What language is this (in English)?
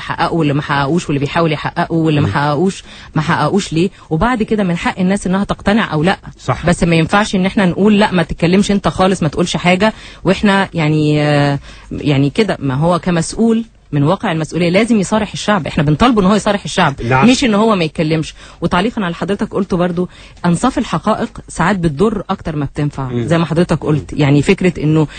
Egyptian Arabic